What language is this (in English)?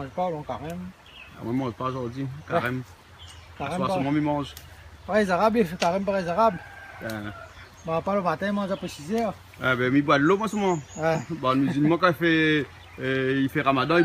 Réunion Creole French